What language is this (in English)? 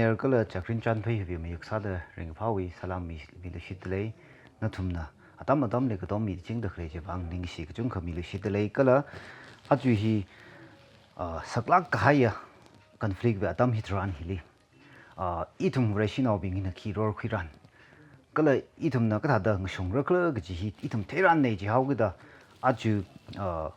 Tangkhul Naga (India)